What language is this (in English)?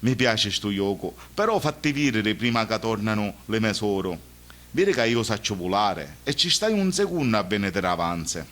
Sicilian